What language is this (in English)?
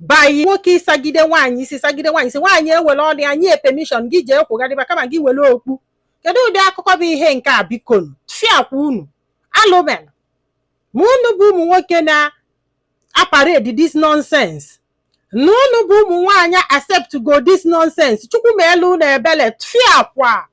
Igbo